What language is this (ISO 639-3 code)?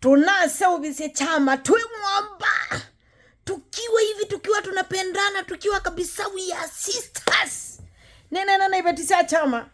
kam